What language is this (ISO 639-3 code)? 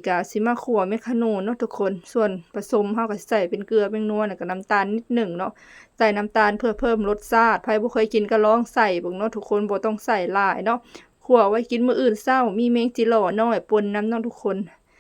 lao